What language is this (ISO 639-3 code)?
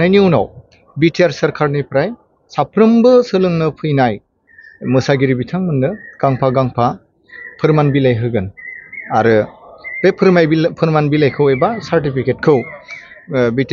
brx